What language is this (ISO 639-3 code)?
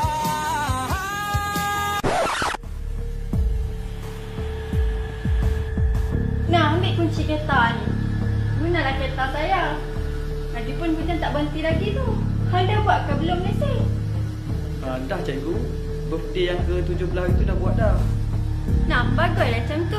msa